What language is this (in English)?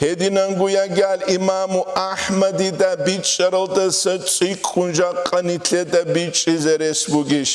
Avaric